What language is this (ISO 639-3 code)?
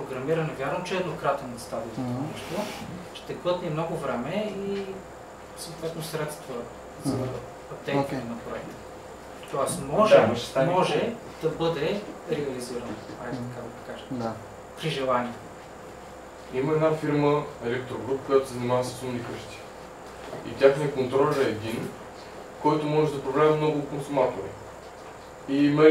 bul